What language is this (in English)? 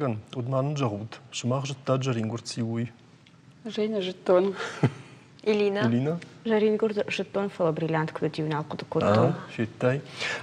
Ossetic